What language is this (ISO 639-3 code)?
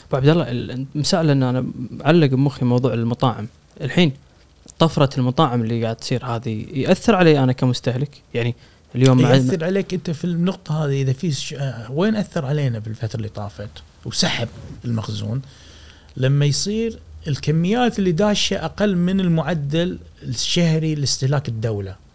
afb